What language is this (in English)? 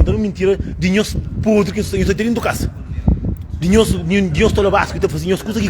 Kabuverdianu